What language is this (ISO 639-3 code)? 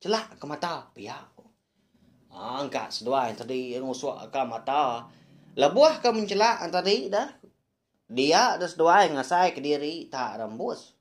iba